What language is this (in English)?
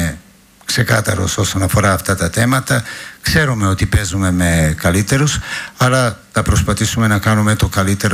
Greek